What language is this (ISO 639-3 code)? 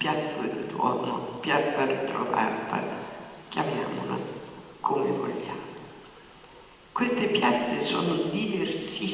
ita